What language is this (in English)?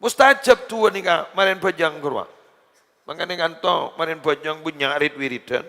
Madurese